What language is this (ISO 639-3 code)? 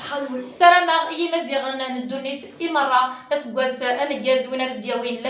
kab